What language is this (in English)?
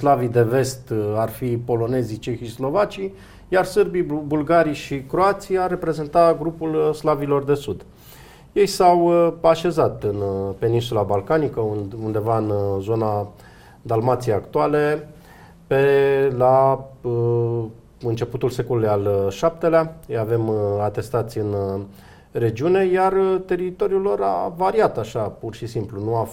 Romanian